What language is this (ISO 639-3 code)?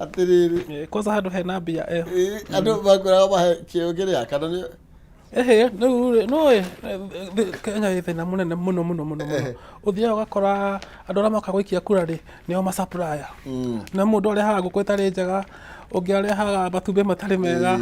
kik